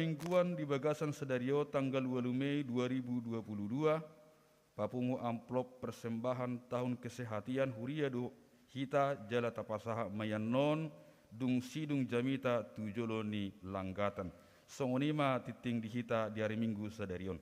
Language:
Batak Toba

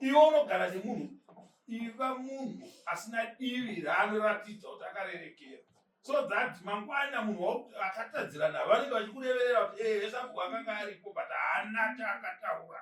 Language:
Shona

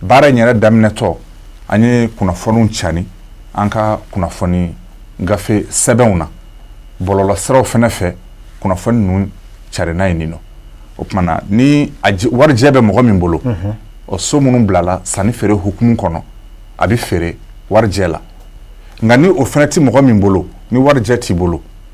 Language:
Bambara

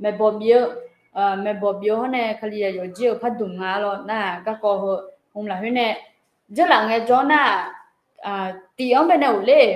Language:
Akha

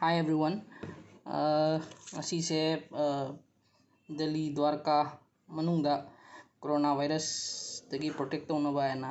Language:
Manipuri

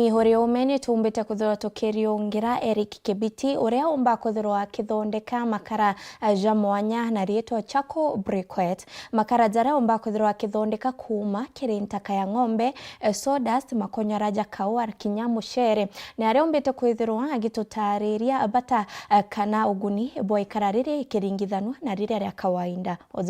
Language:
Meru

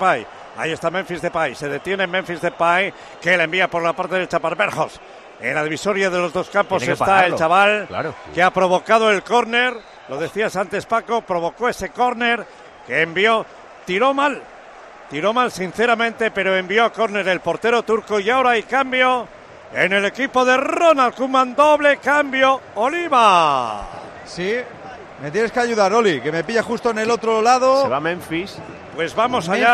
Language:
Spanish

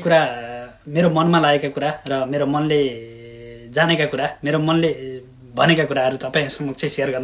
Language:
Nepali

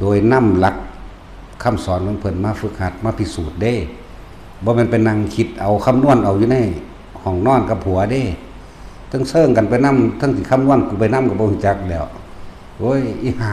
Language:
Northeastern Thai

